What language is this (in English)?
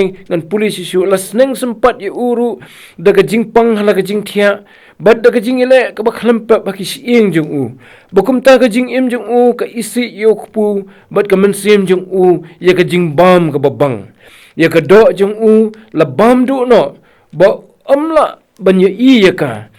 Khasi